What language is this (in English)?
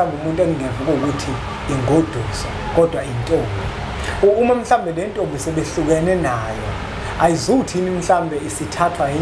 Zulu